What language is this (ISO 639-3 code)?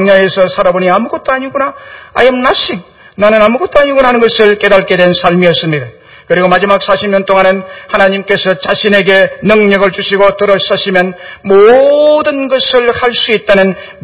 kor